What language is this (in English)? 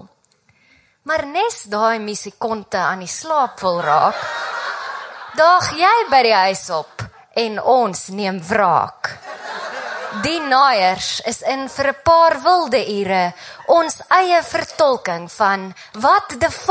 Afrikaans